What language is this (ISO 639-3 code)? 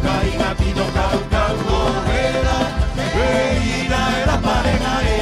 rap